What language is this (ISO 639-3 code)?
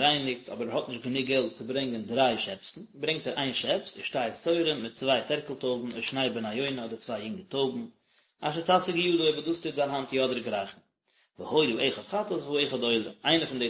yid